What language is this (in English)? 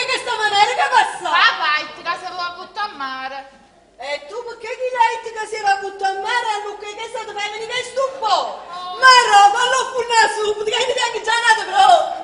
Neapolitan